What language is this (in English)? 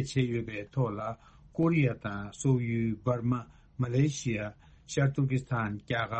Tibetan